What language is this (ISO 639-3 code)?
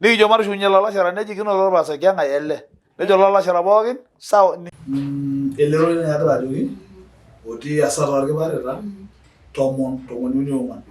mas